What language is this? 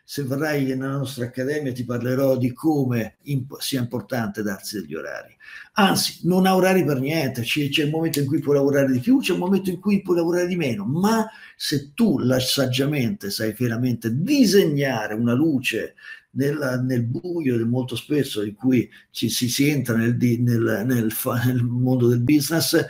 Italian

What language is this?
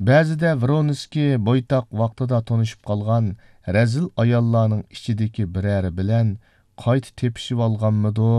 Uyghur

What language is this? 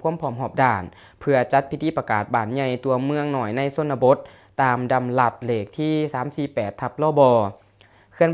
Lao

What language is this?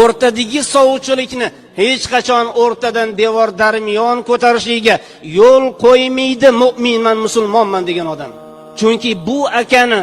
Uzbek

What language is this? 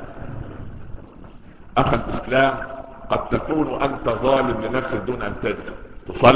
Arabic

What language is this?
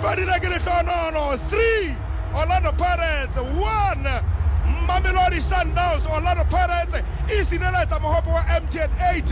Southern Sotho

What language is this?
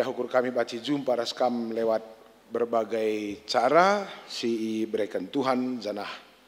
Batak Karo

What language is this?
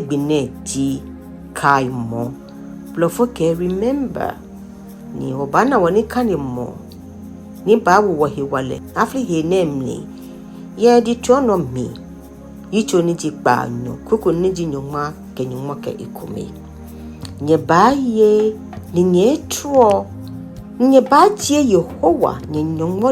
Ga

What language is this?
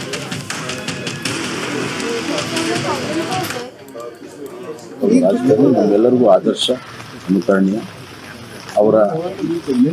Kannada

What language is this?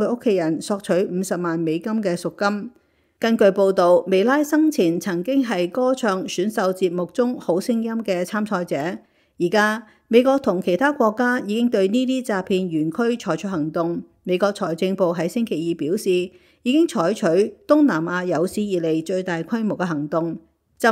Cantonese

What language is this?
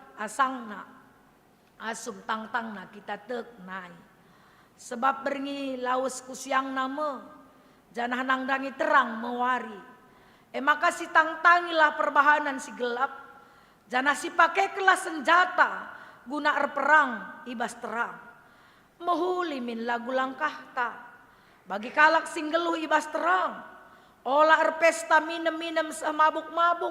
Batak Karo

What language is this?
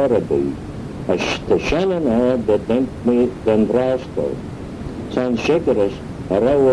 Manx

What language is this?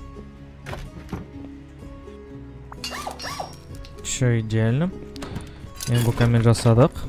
Kazakh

